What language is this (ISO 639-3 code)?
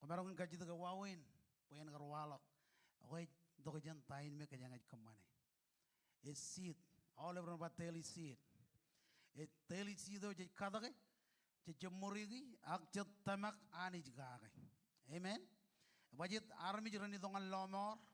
mah